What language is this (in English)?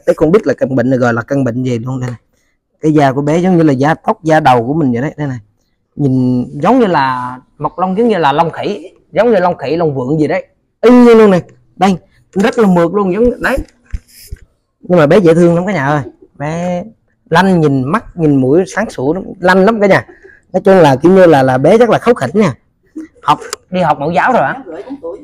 Vietnamese